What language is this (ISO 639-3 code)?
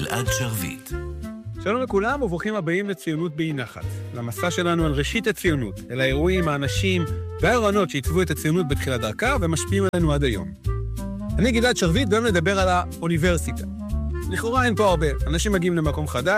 heb